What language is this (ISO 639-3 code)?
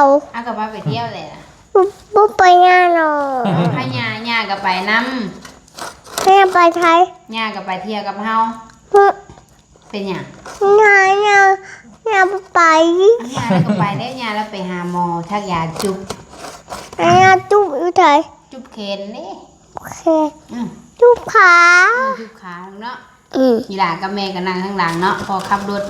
tts